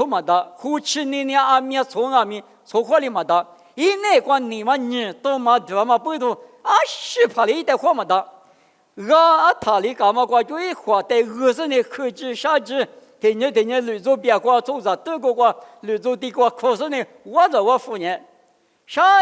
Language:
Lisu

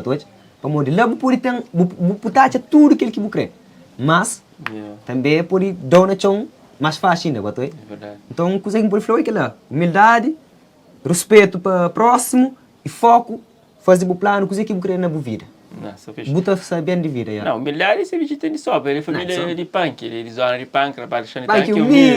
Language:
Kabuverdianu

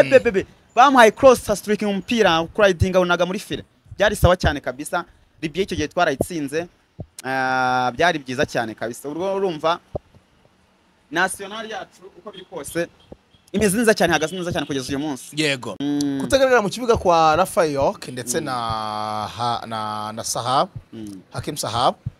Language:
Kinyarwanda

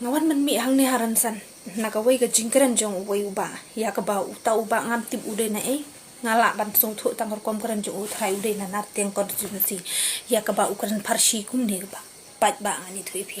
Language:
Khasi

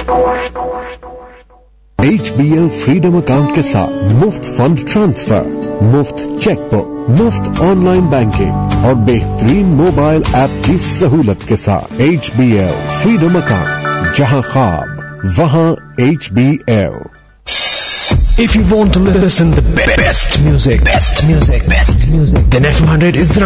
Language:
Urdu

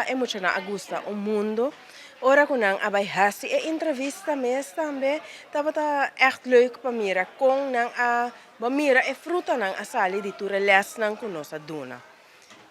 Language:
Papiamento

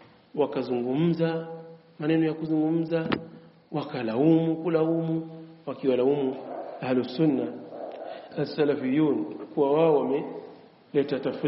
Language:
Swahili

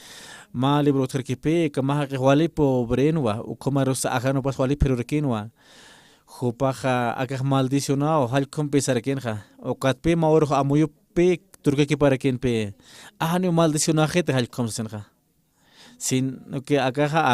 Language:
Aymara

